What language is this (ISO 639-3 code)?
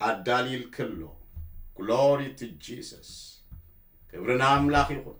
tir